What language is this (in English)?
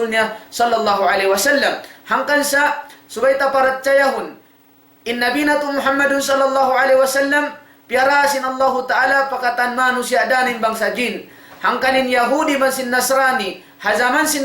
Tausug